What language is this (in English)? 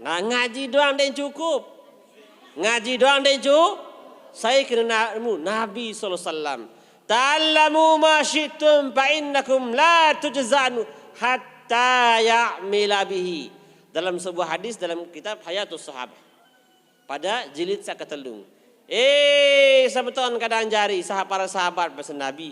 Sasak